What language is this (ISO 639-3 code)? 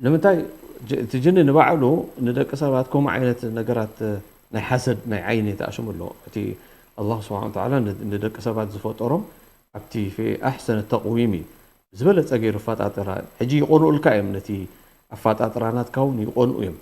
tir